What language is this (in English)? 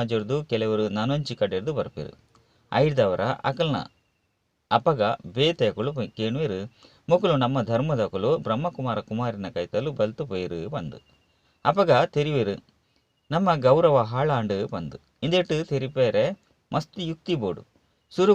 Tulu